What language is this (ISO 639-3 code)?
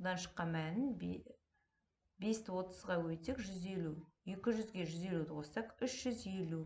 kaz